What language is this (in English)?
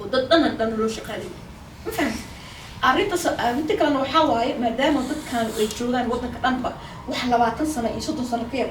Somali